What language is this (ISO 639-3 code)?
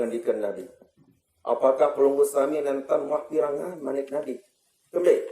sas